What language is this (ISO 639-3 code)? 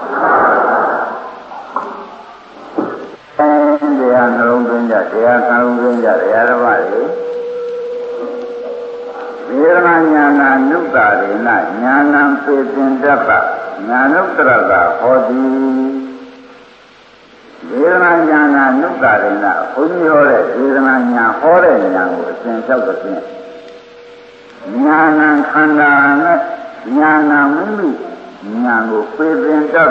mya